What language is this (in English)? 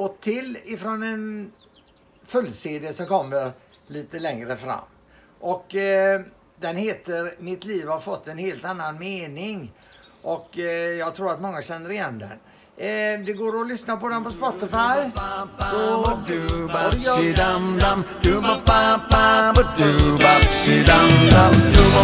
Swedish